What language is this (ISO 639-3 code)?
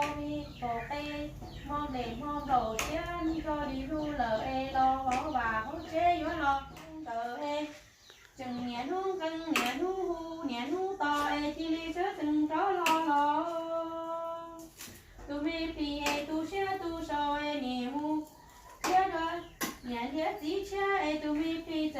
hmn